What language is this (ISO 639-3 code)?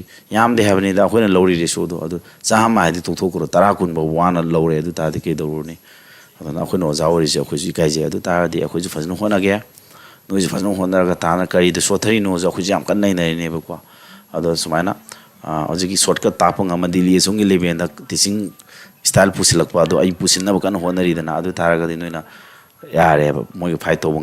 mni